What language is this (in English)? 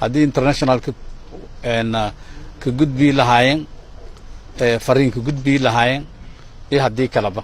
Somali